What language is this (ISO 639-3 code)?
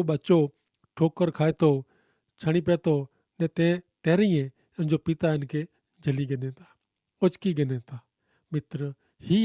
kfr